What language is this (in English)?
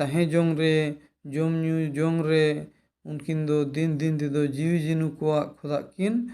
Santali